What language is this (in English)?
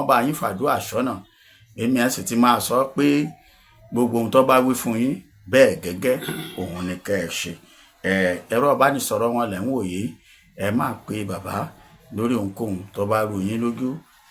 Yoruba